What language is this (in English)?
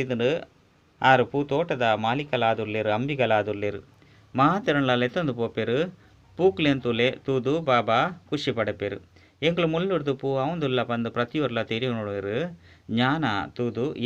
Tulu